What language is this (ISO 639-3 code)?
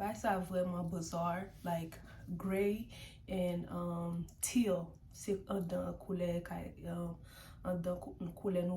hat